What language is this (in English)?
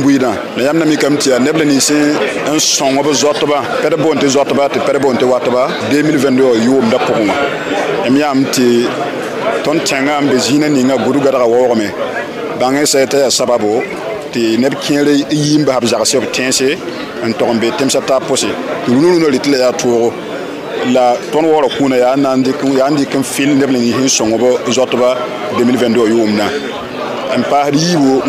Mossi